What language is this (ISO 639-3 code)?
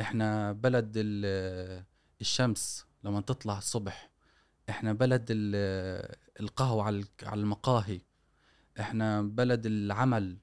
afb